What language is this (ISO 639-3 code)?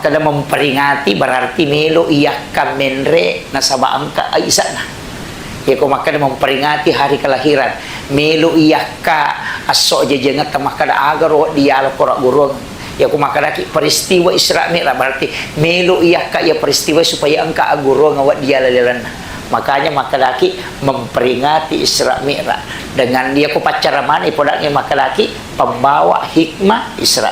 bug